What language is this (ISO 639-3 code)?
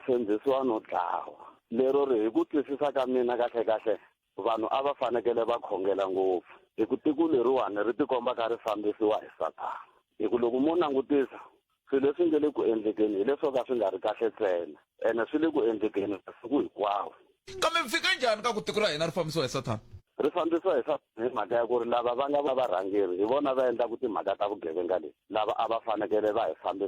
tso